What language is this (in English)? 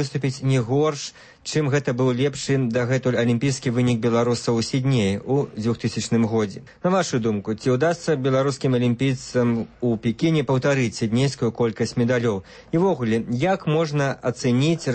Belarusian